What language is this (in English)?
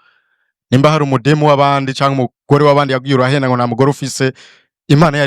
Rundi